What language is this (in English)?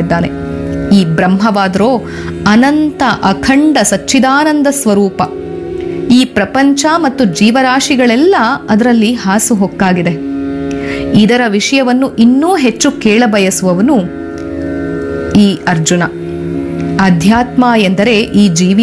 Kannada